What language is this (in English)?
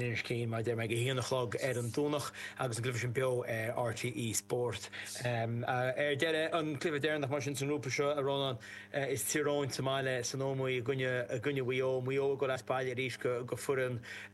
Irish